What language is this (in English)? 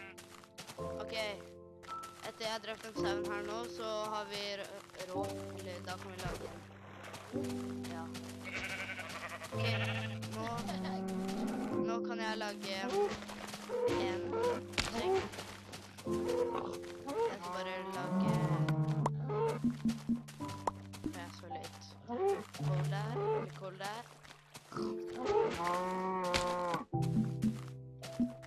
Norwegian